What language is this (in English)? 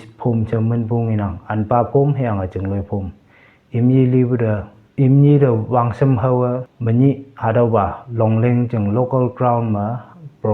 Konyak Naga